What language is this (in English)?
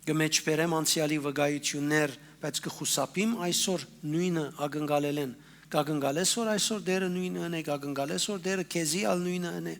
Western Armenian